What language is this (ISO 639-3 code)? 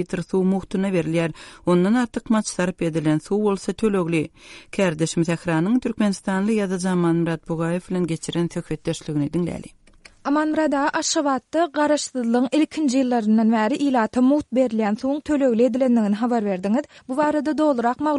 tuk